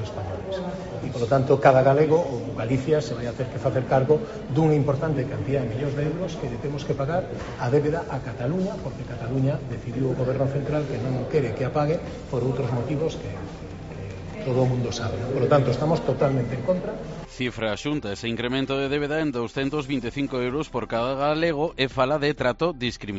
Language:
Galician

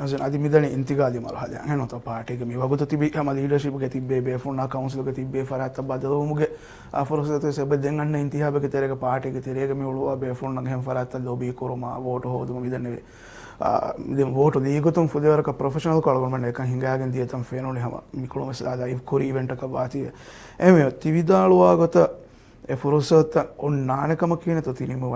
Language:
Divehi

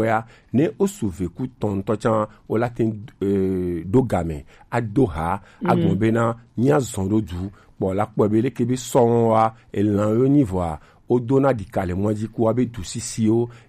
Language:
Gen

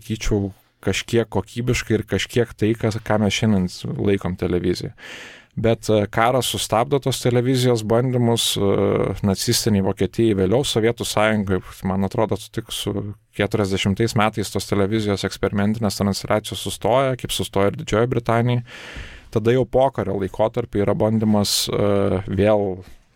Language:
Lithuanian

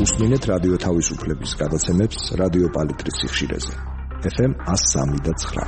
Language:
Georgian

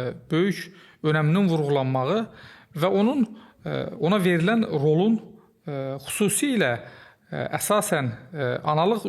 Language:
Azerbaijani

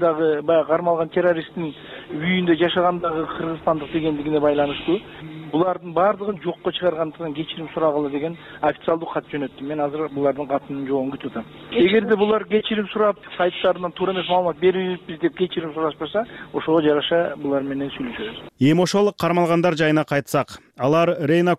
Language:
Kyrgyz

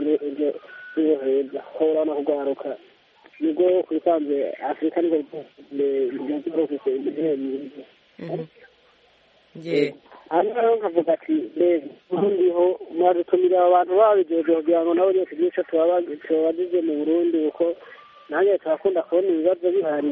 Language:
Kinyarwanda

